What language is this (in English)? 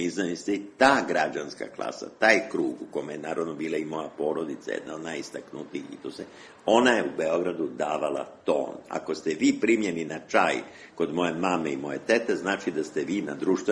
Serbian